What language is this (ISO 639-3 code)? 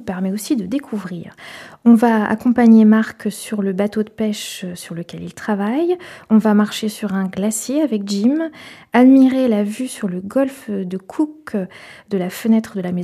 fra